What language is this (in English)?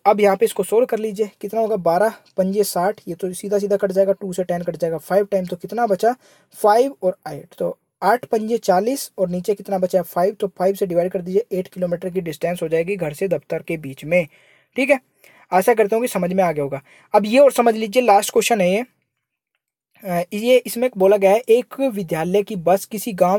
Hindi